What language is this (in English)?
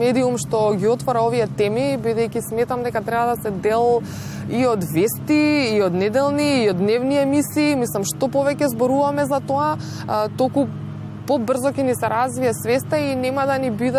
Macedonian